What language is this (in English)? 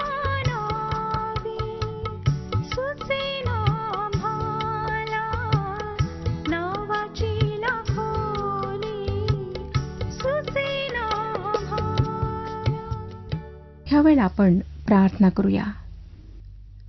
Marathi